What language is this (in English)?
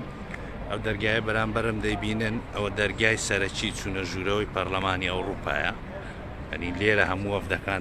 Central Kurdish